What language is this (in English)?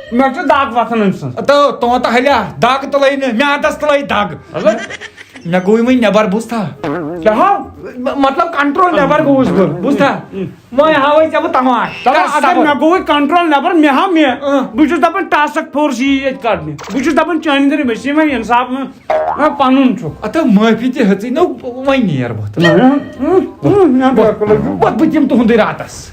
Kashmiri